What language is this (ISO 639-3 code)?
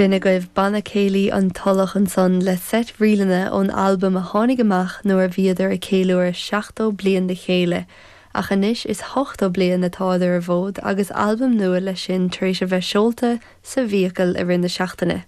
gle